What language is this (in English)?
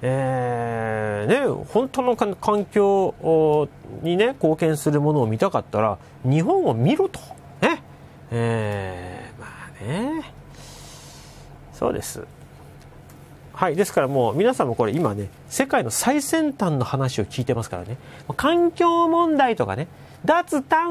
Japanese